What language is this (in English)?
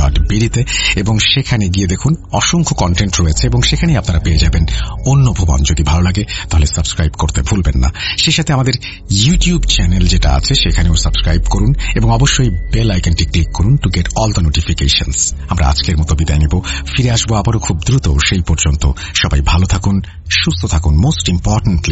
Bangla